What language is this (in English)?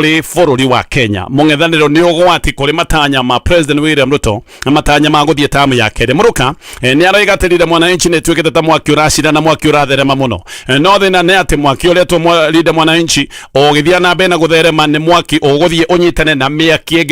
Kikuyu